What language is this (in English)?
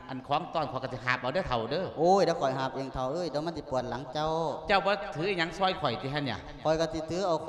Lao